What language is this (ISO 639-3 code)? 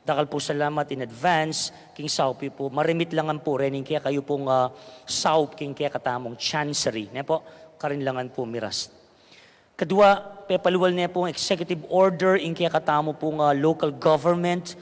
pam